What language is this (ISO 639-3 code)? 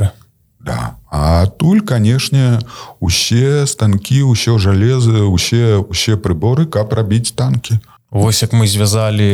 bel